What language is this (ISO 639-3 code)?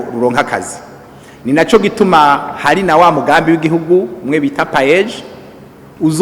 run